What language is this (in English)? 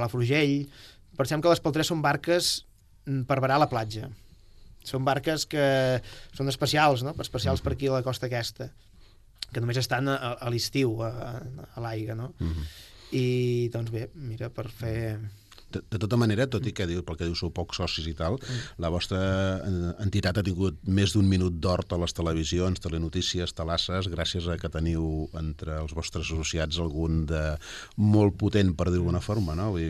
Catalan